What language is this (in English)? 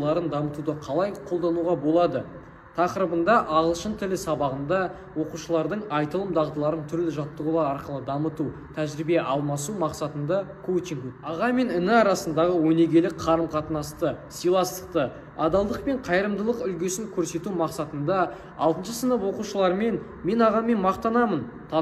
Kazakh